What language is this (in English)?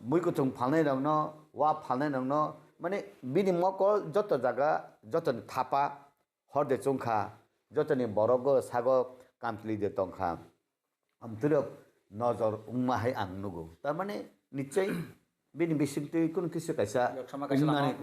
Kok Borok